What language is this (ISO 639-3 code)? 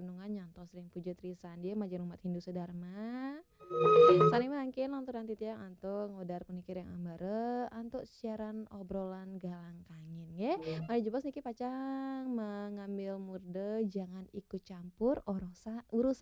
ban